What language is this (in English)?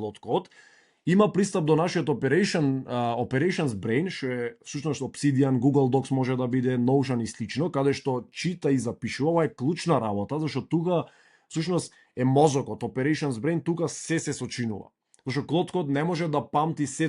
Macedonian